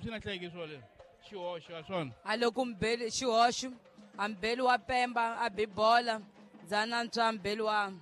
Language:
Tsonga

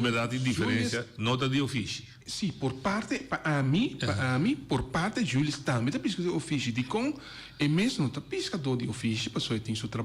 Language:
Papiamento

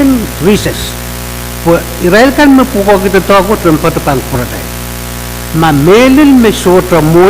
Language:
Pohnpeian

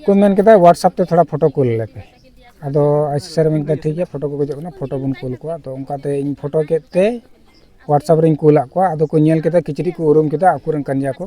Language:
Santali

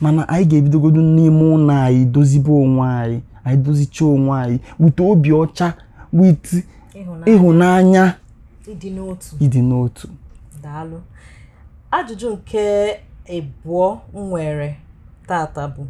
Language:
Igbo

